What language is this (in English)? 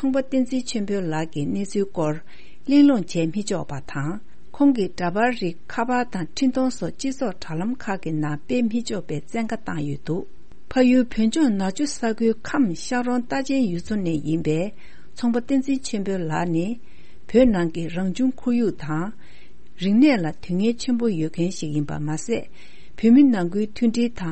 Tibetan